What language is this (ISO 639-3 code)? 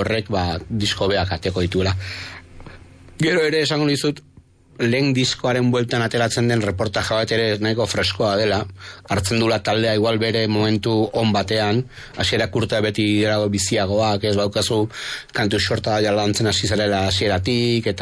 eus